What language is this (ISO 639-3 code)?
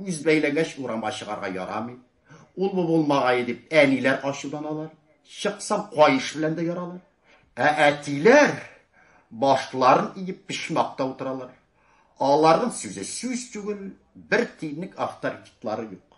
tat